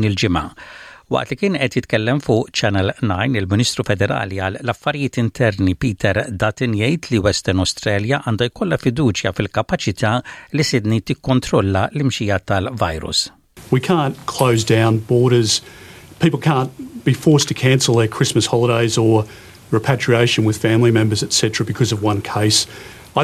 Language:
Maltese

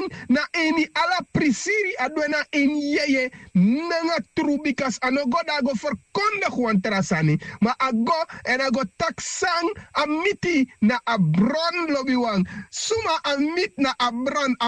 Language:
Sranan Tongo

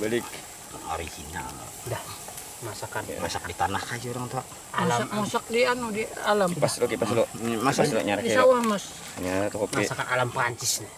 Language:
Banjar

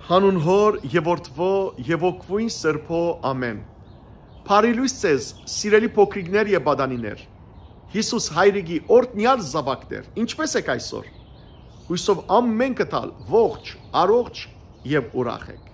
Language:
Western Armenian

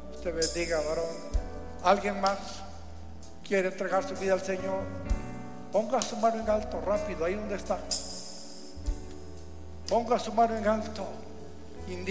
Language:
Spanish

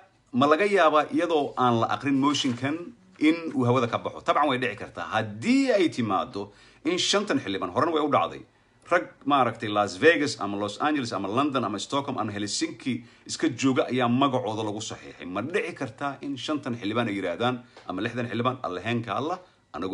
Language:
Somali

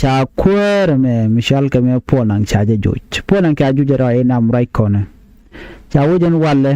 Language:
Nuer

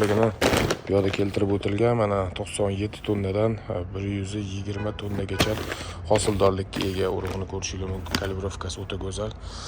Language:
Uzbek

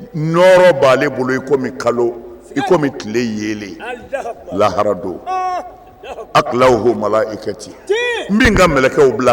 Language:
Bambara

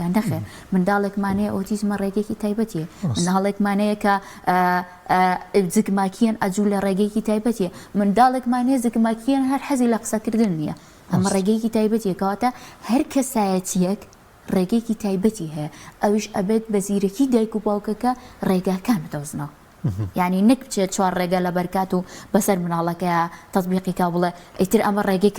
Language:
Central Kurdish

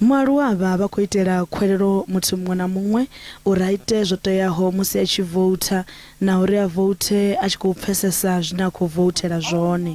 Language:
Venda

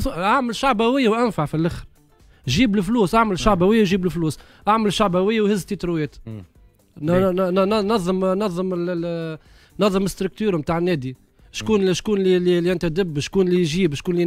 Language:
Tunisian Arabic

